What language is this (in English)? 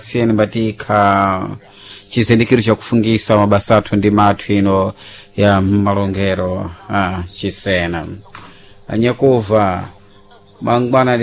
Sena